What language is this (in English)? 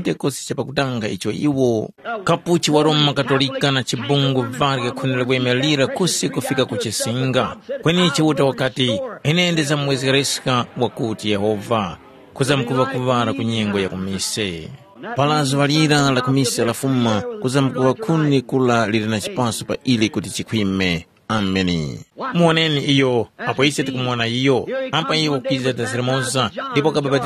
Tumbuka